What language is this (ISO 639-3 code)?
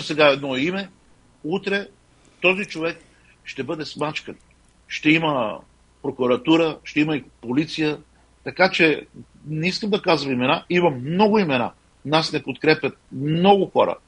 bul